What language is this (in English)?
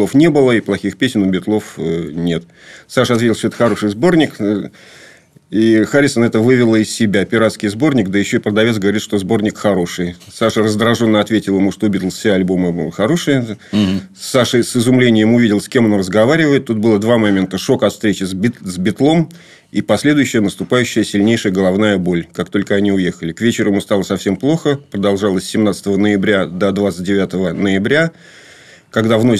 Russian